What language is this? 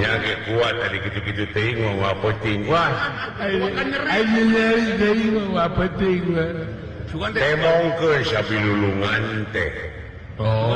Sundanese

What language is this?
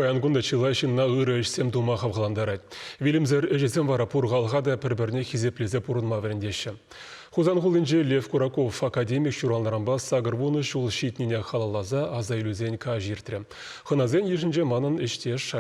Chuvash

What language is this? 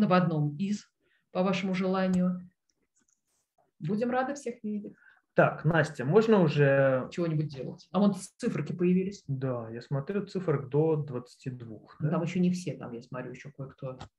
Russian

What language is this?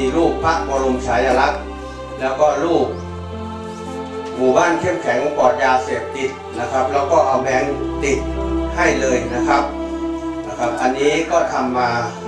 Thai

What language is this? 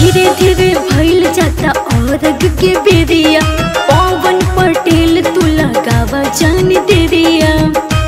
Bhojpuri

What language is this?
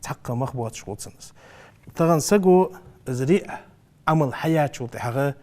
Ingush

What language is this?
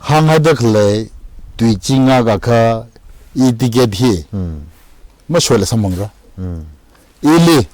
Tangkhul Naga (India)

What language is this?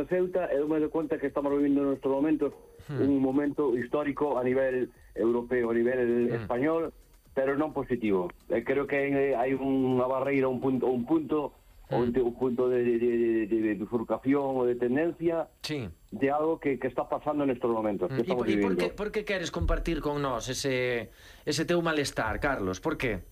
Galician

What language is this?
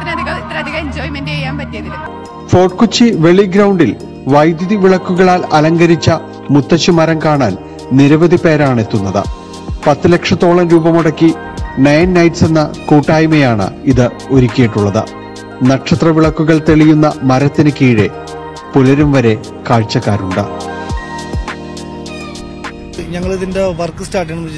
Malayalam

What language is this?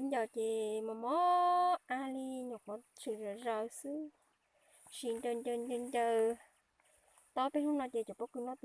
Hmong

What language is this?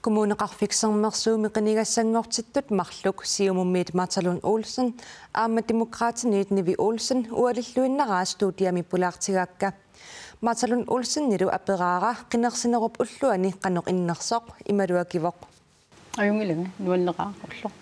Kalaallisut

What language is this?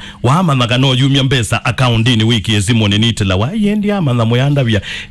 Kamba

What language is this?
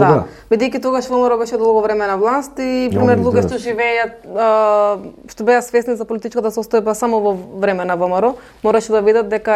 Macedonian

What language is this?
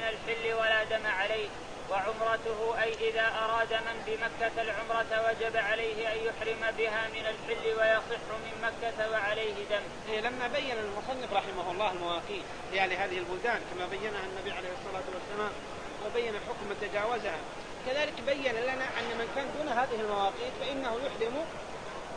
Arabic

